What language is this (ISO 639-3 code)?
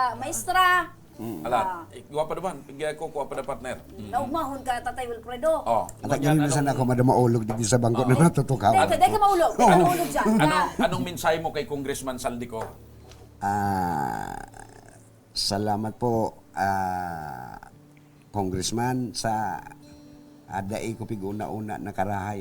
bik